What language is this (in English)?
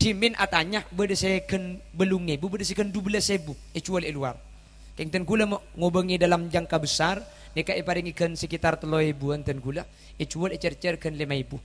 Madurese